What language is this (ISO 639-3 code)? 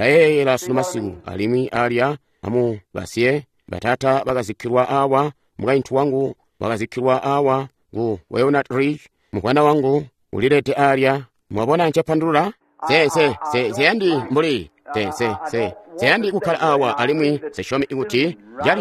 toi